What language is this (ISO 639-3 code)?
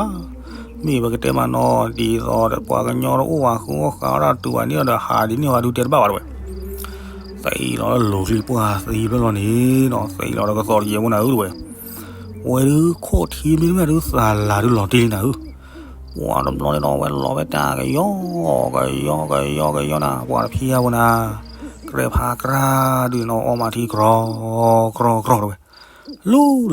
ksw